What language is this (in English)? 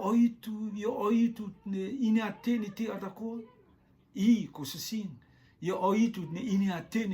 Rotuman